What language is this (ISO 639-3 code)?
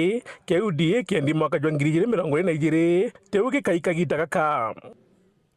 mer